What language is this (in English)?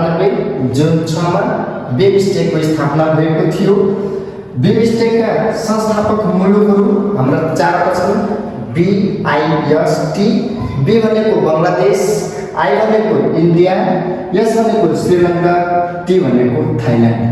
Nepali